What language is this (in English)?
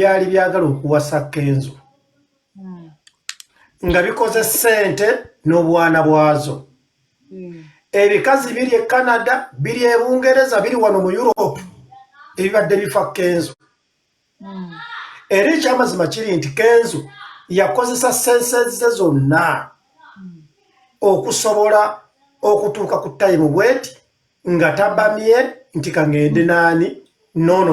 Ganda